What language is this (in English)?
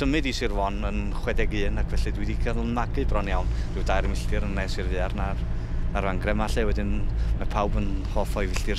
Welsh